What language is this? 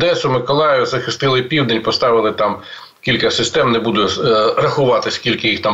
Ukrainian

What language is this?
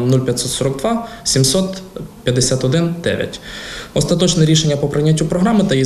Ukrainian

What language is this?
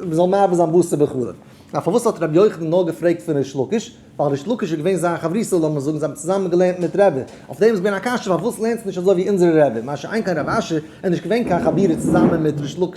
Yiddish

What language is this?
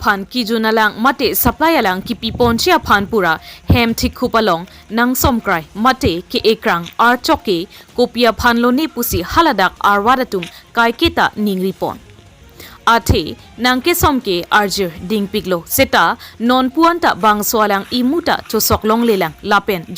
Karbi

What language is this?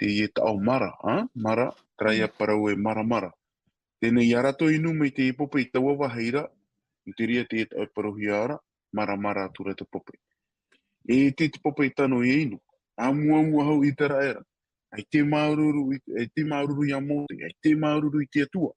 Tahitian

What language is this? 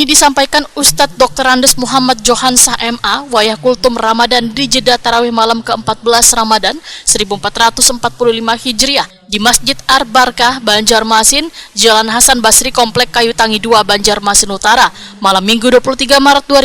Banjar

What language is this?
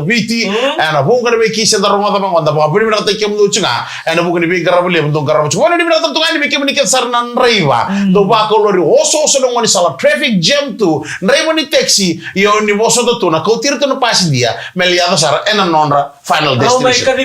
Fijian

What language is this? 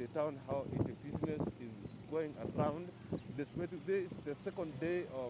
Gusii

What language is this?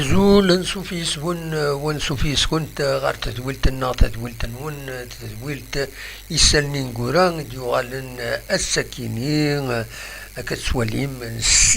Kabyle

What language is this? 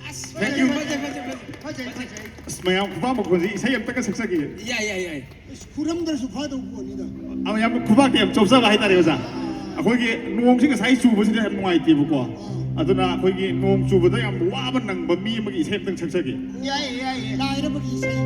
Manipuri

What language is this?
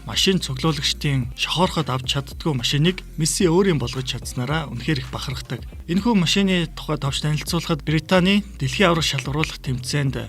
Mongolian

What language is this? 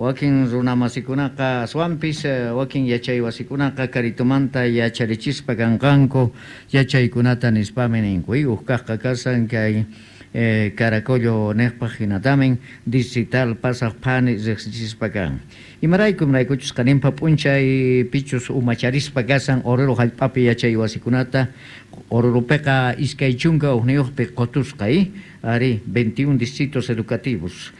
South Bolivian Quechua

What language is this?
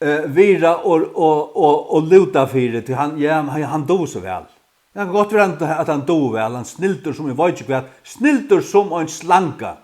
Faroese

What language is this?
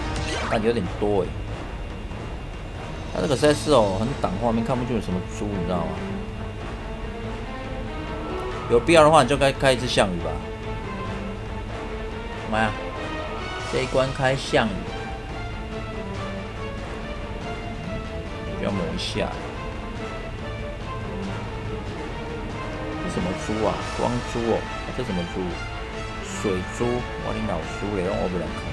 Chinese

